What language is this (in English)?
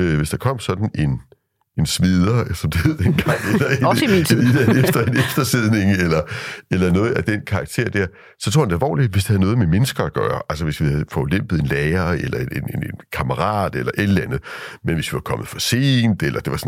Danish